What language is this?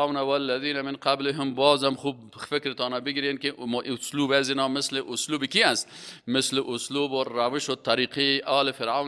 Persian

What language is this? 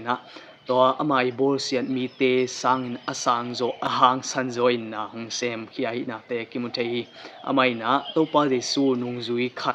Tedim Chin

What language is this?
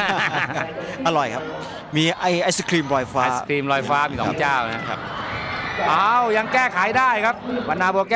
Thai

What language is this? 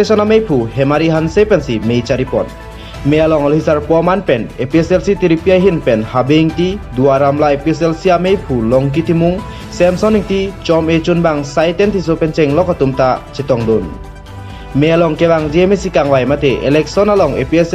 Karbi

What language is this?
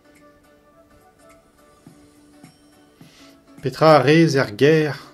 Breton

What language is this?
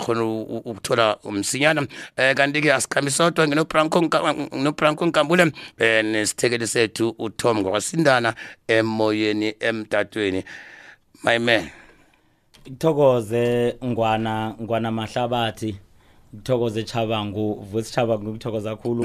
South Ndebele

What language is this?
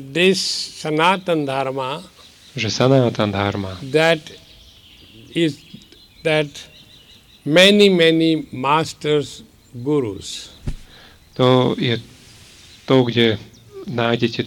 Slovak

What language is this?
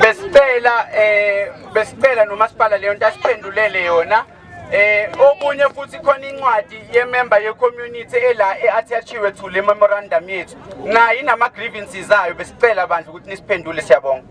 Zulu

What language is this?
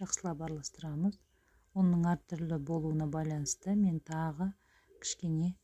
Kazakh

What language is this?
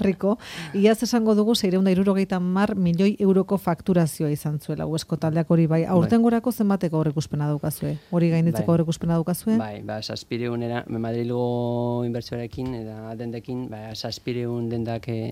Basque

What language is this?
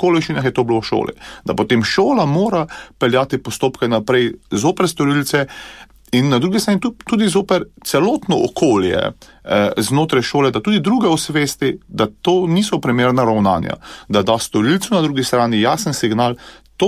Slovenian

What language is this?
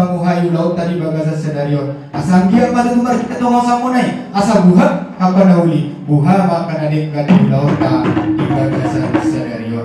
Batak Toba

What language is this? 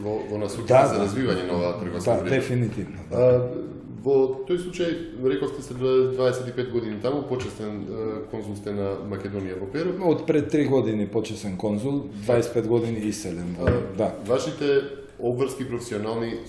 Macedonian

